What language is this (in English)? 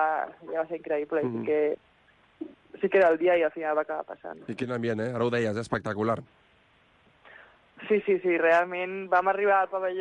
Catalan